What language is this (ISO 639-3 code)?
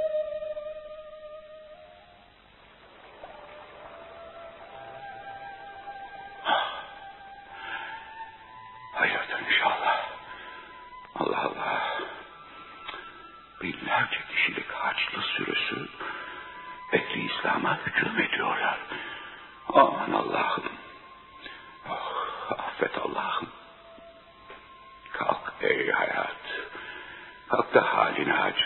tur